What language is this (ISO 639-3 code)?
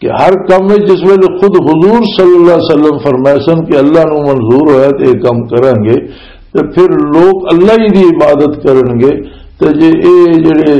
lah